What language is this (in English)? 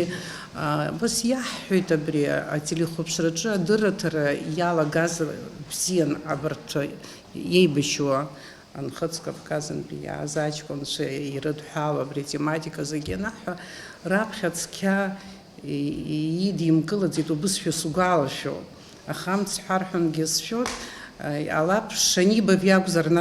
Abkhazian